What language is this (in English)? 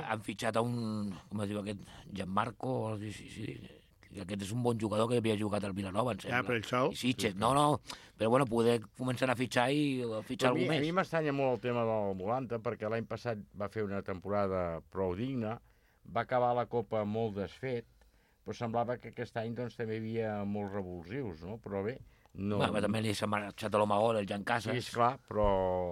Catalan